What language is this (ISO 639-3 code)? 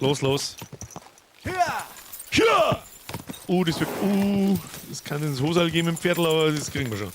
bar